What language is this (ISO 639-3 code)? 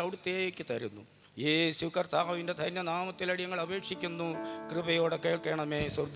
mal